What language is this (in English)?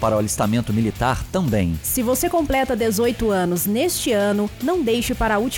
Portuguese